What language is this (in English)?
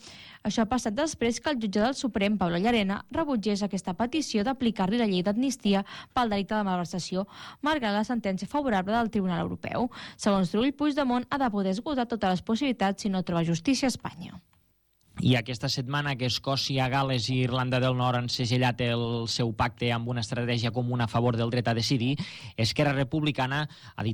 Catalan